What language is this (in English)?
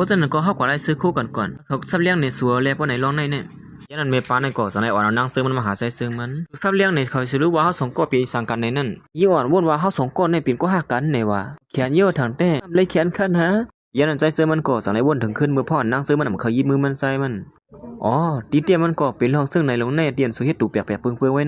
Shan